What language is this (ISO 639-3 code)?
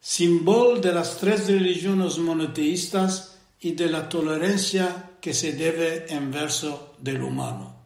lad